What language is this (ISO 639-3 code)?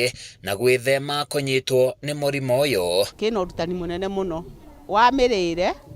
kik